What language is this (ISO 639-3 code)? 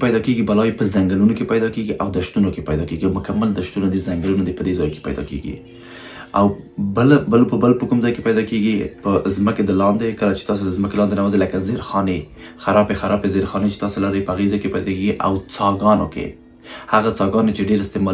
pus